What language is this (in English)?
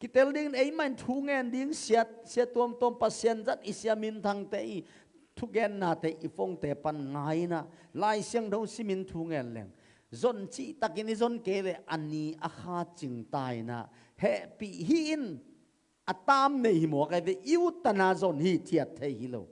Tedim Chin